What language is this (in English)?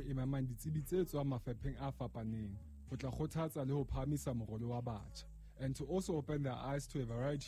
Southern Sotho